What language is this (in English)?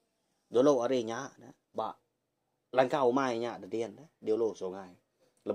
Iban